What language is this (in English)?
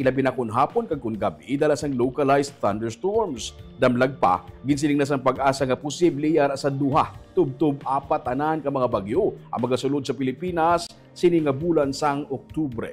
Hiligaynon